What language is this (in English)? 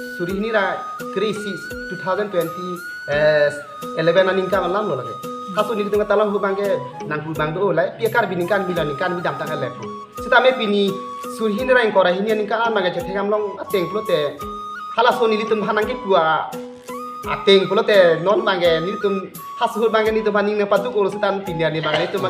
Karbi